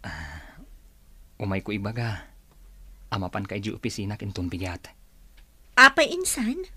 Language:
Iloko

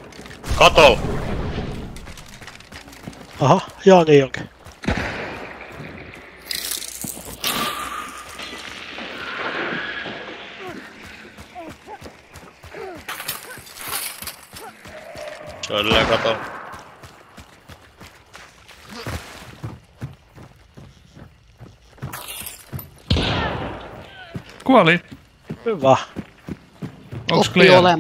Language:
Finnish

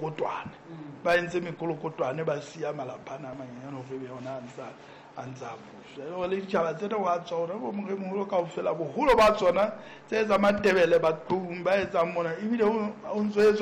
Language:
Southern Sotho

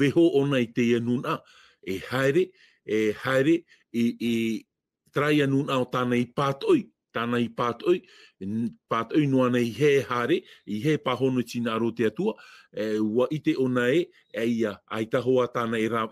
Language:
Tahitian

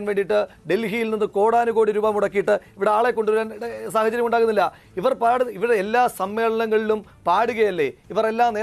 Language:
Malayalam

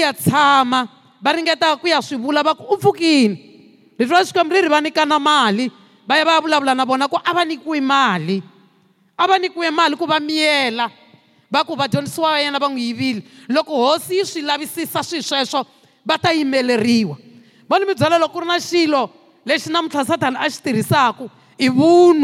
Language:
Tsonga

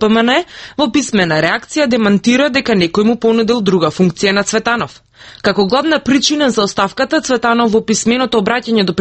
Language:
Macedonian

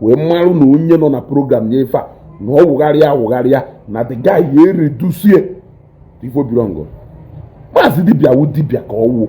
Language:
Igbo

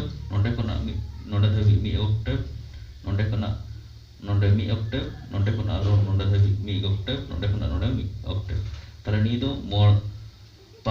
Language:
Santali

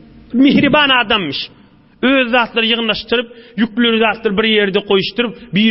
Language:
Turkmen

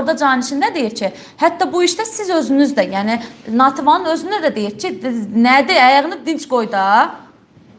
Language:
Azerbaijani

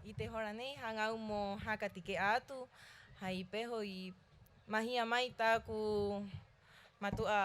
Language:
Rapanui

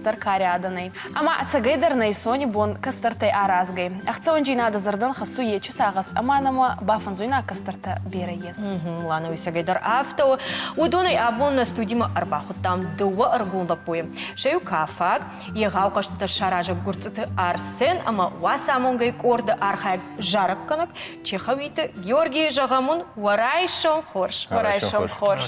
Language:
Ossetic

